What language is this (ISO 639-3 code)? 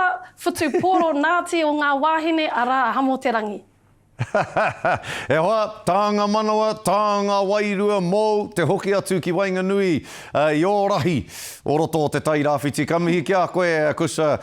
mri